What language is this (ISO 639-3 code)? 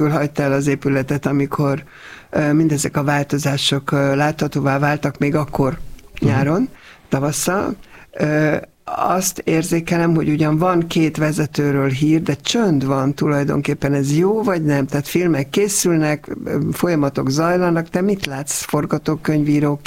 hun